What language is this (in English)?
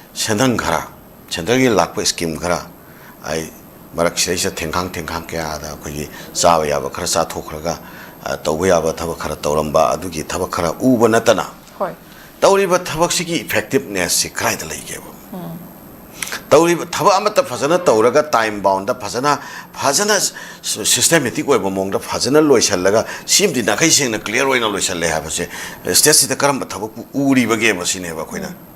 Manipuri